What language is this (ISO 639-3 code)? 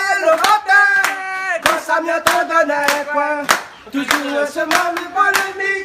rcf